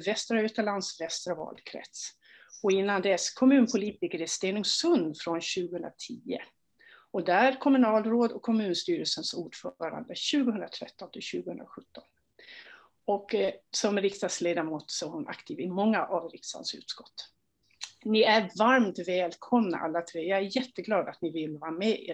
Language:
Swedish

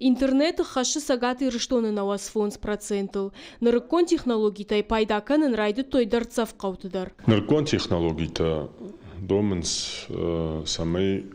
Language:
Ossetic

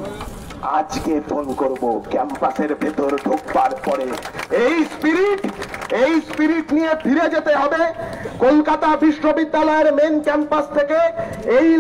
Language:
Bangla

